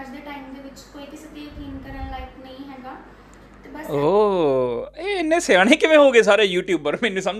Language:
Punjabi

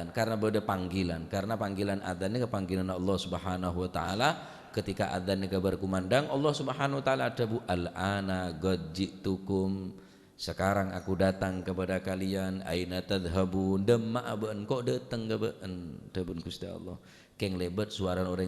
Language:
Madurese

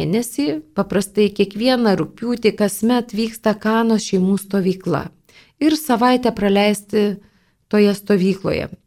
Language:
Lithuanian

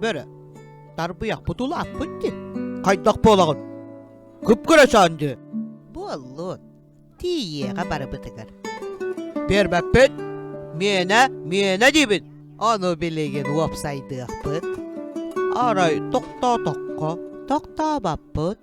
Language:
Yakut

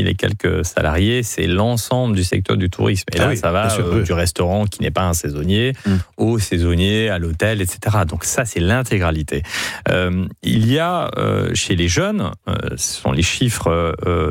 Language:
French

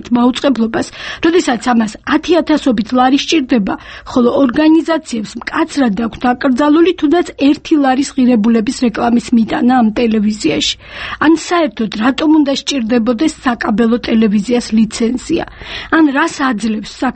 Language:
Georgian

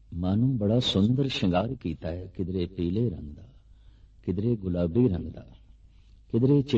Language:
Punjabi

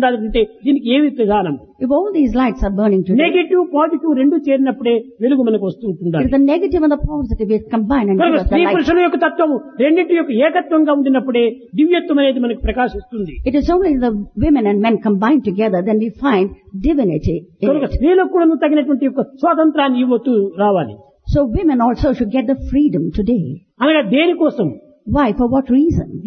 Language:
Telugu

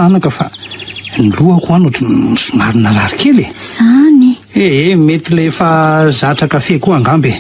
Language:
Malagasy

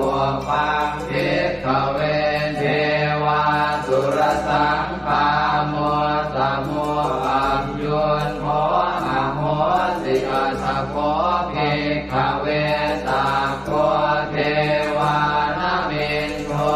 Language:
Pali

